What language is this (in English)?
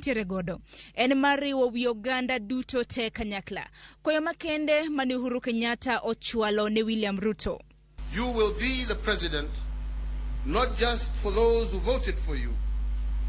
Luo (Kenya and Tanzania)